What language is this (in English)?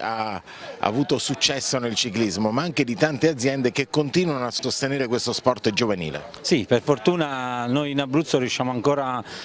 Italian